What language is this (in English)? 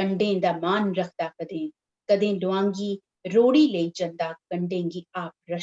Dogri